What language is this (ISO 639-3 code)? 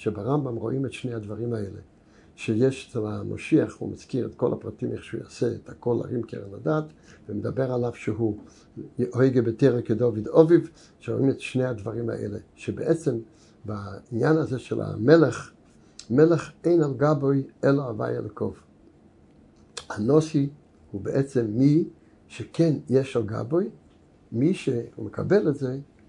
heb